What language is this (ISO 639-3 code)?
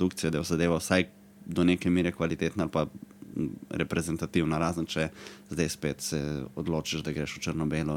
slv